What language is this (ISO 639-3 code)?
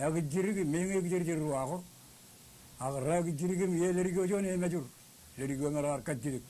mah